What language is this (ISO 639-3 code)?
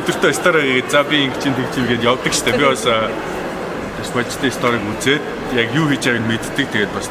mon